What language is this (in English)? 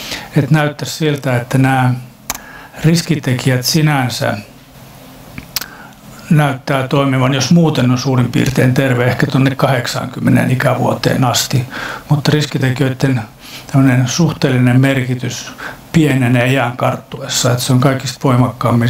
Finnish